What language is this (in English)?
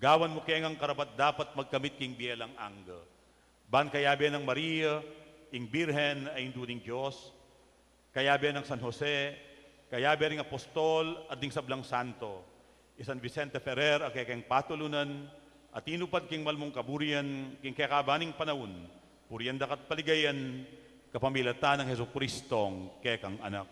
Pampanga